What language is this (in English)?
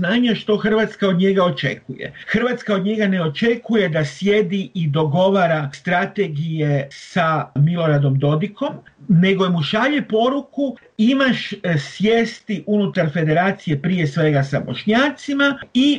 Croatian